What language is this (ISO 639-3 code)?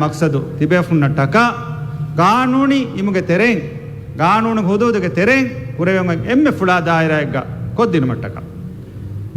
div